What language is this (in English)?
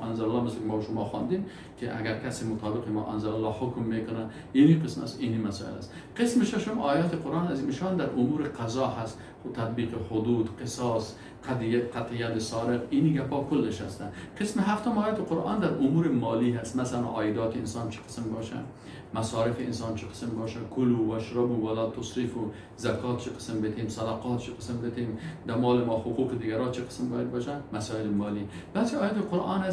Persian